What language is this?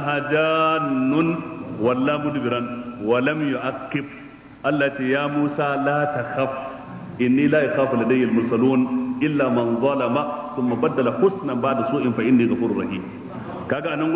Hausa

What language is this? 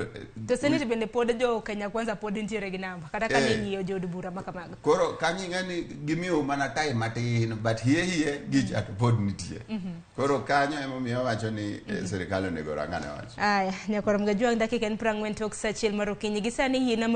Luo (Kenya and Tanzania)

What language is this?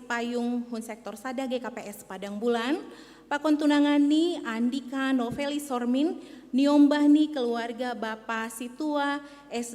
Batak Simalungun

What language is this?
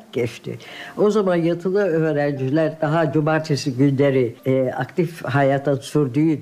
Turkish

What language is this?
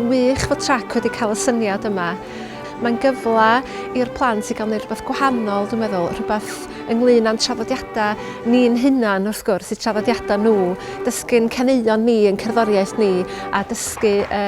Welsh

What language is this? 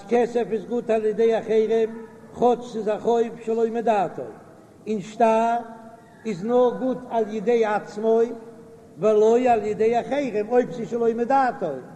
Yiddish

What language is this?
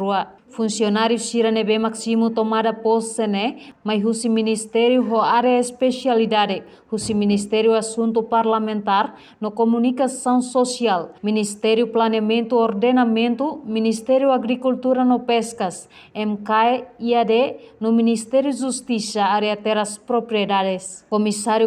Tetum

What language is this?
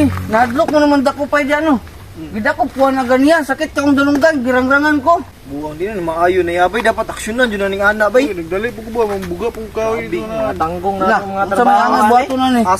Cebuano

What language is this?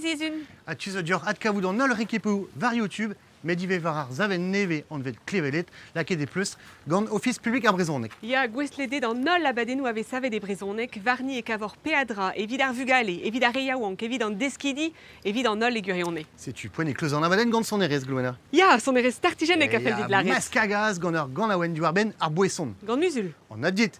Breton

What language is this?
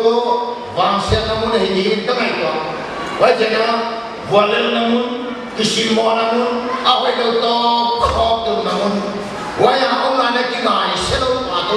Paite Chin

